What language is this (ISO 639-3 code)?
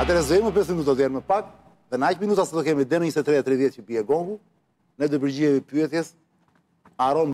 sqi